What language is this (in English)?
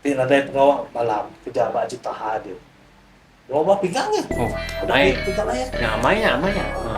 Iban